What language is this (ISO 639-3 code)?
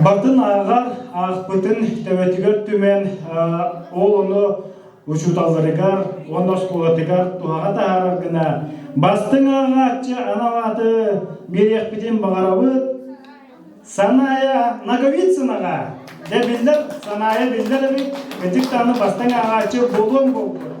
sah